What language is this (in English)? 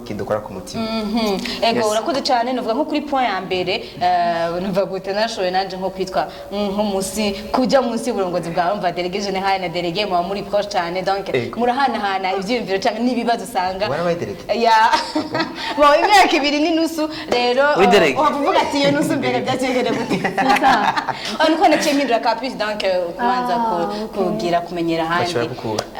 Rundi